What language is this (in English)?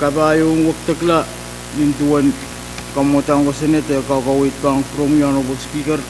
Pohnpeian